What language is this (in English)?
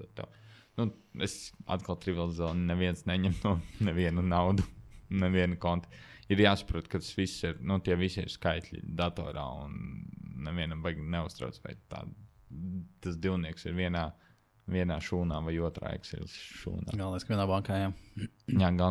Latvian